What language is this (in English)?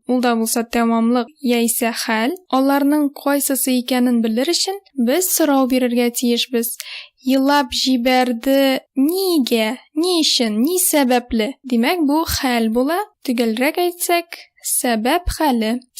Tatar